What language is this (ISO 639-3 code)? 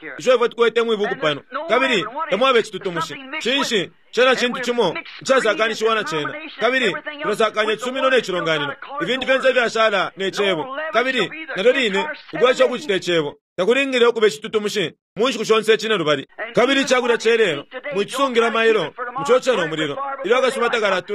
bem